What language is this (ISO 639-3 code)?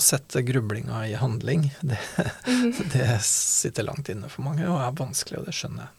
nor